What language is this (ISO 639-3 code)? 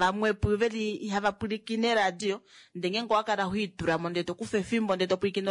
kua